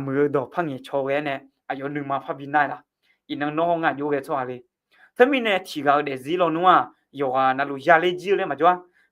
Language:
Akha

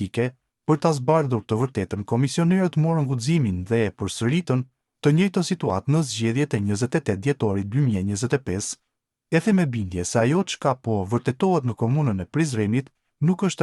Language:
Albanian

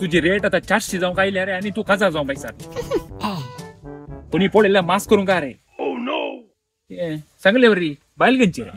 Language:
Konkani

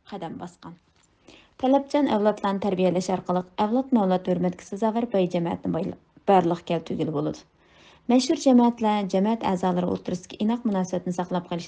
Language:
Uyghur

